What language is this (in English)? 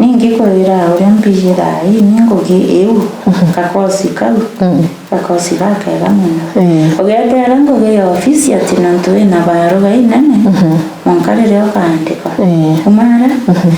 Meru